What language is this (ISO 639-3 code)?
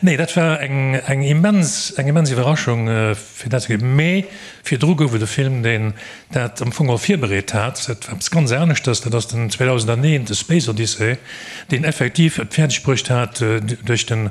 ltz